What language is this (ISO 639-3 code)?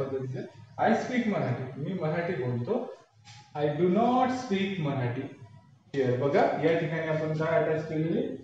mar